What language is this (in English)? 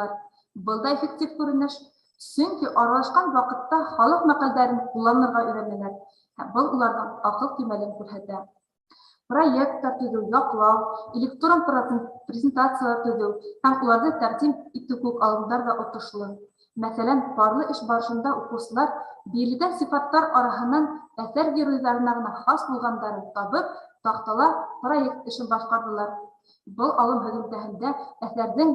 Bashkir